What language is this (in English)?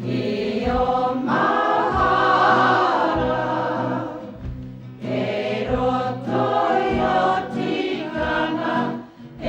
Māori